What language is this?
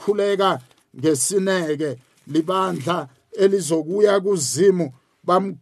South Ndebele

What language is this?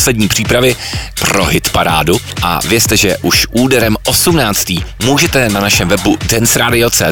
Czech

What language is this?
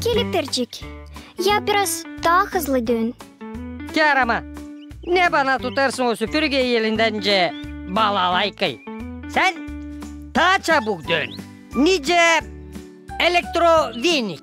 Gagauz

